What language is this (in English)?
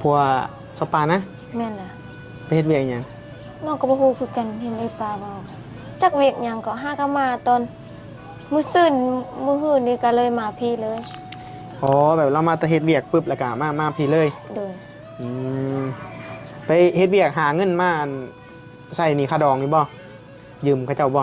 Northeastern Thai